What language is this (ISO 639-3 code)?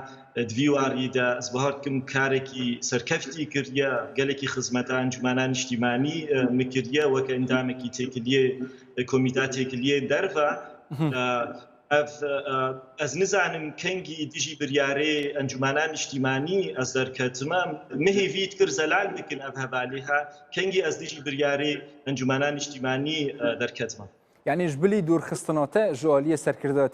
kur